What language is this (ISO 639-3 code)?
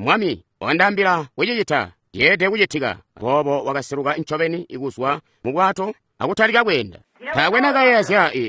toi